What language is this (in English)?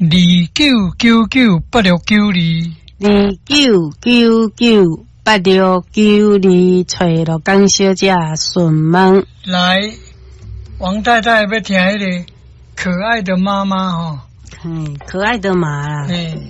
Min Nan Chinese